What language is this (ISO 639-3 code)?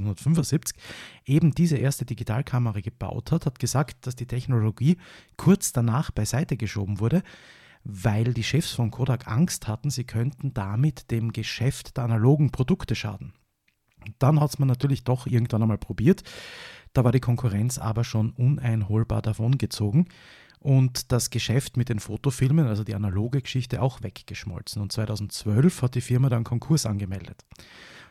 deu